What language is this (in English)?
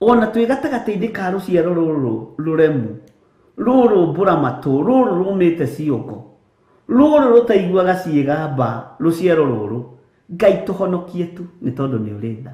Kikuyu